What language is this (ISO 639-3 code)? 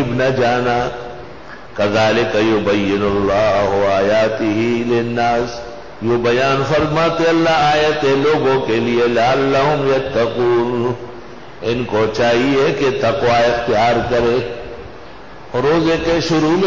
urd